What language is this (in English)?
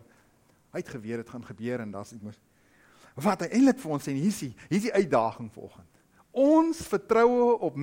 Afrikaans